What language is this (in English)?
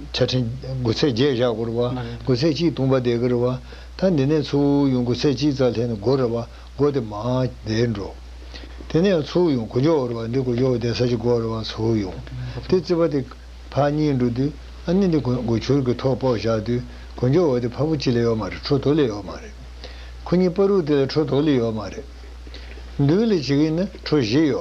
Tibetan